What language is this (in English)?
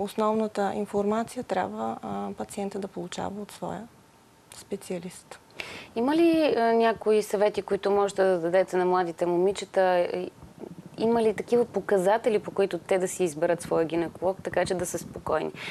Bulgarian